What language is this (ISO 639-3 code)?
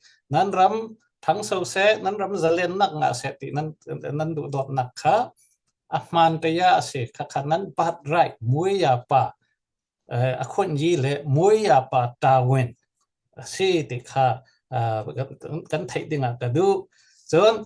cfm